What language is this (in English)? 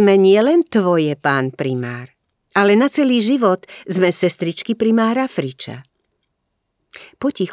Slovak